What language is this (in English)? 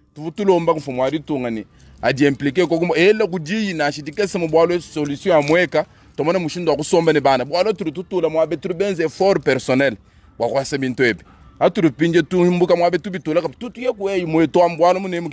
Luba-Lulua